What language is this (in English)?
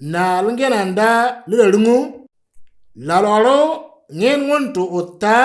Moro